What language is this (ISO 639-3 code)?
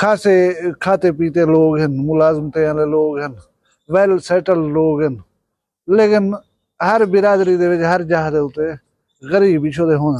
skr